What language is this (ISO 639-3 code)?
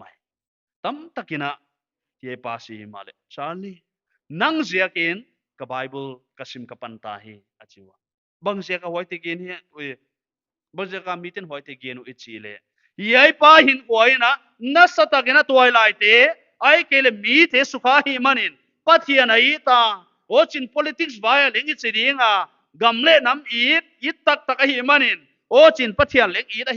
pck